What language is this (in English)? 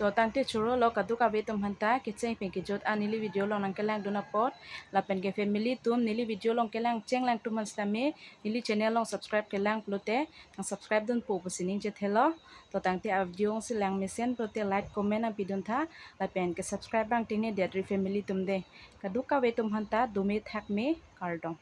Karbi